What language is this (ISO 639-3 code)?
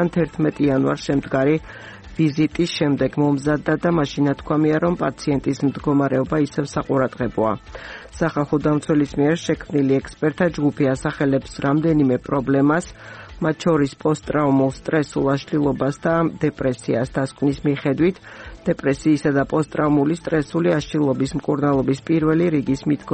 kat